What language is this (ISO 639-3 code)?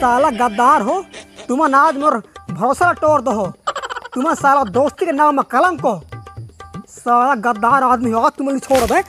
hne